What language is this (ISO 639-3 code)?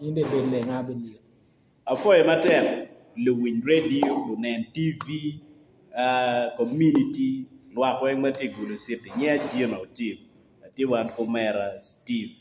ach